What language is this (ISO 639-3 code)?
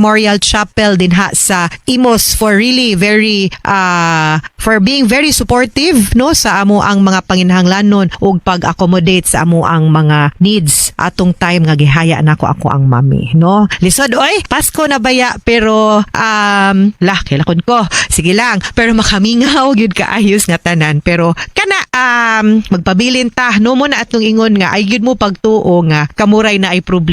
ceb